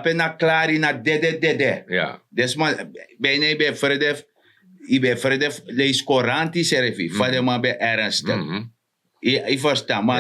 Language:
Sranan Tongo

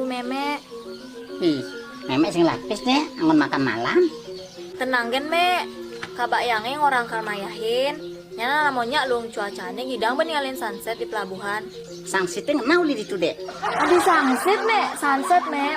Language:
Balinese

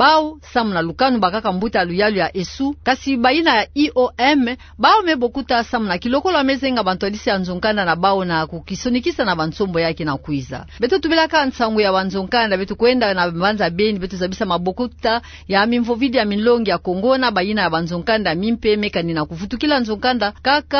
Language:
Kituba (Democratic Republic of Congo)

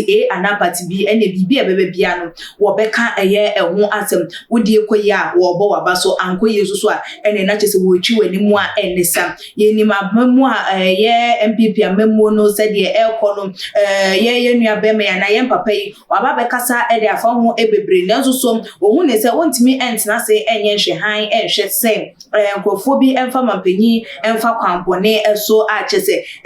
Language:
Akan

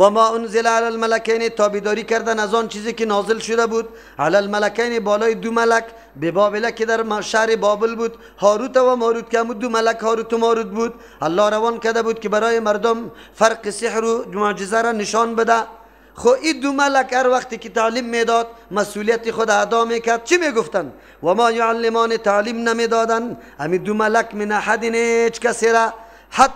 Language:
Persian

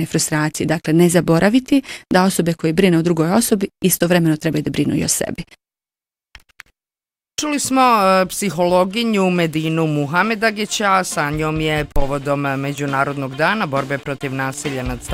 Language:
Bosnian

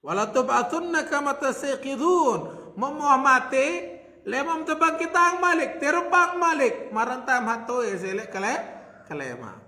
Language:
Sasak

